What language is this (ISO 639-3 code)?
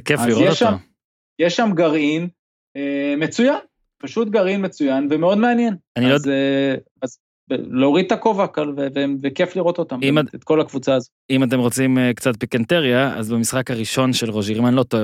heb